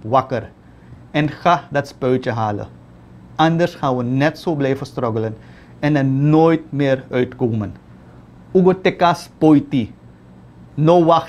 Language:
Dutch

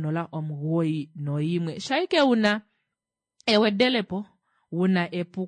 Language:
Kuanyama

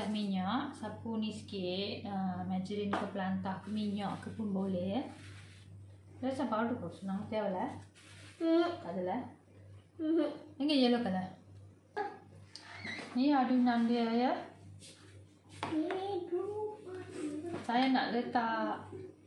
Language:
Malay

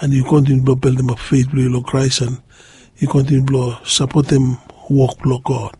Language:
Bislama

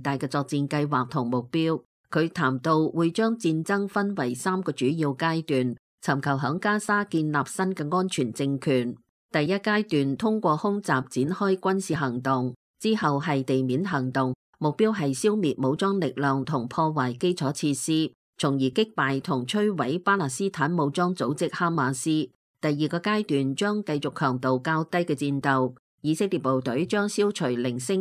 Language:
Cantonese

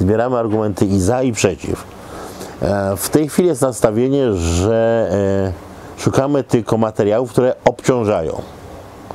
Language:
Polish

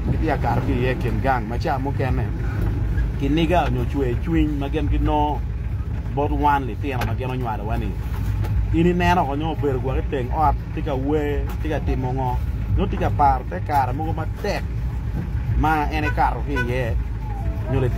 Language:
Acoli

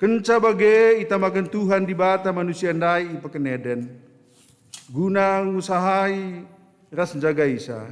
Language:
Batak Karo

